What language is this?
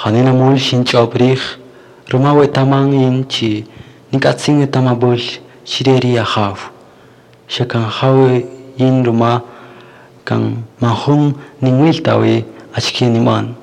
Kaqchikel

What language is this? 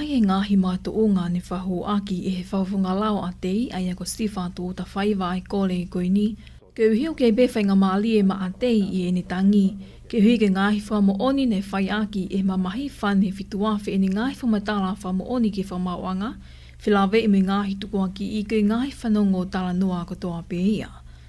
Tongan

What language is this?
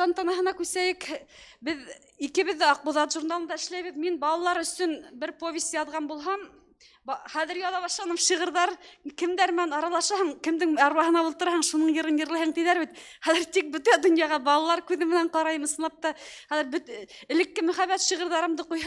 Bashkir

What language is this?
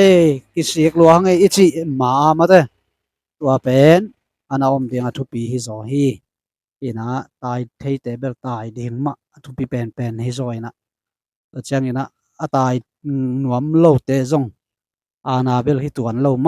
Tedim Chin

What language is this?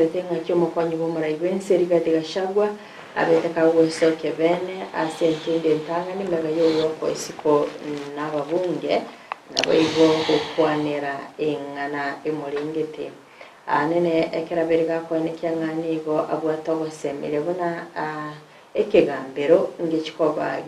Gusii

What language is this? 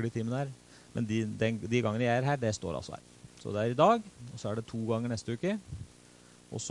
Norwegian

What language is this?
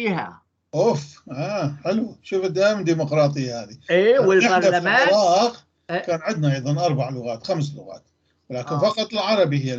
North Levantine Arabic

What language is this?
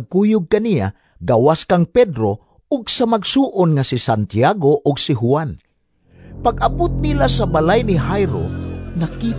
Cebuano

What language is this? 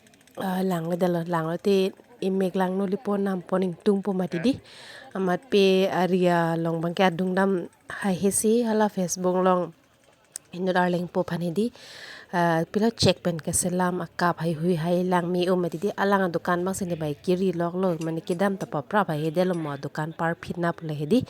Karbi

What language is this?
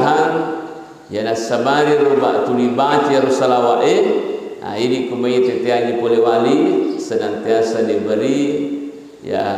Buginese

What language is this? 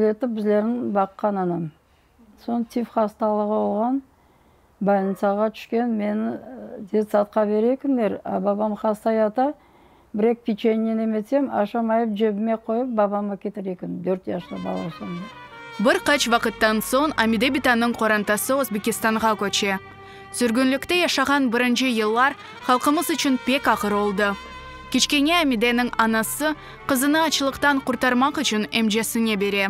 Crimean Tatar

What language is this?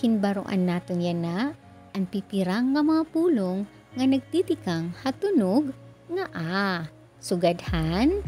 Waray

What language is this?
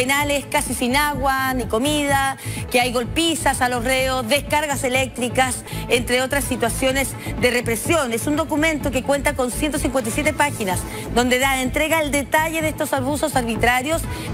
Spanish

